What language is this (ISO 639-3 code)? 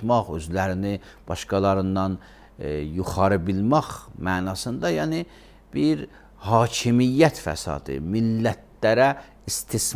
aze